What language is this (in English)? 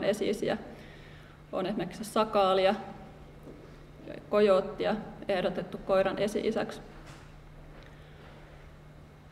Finnish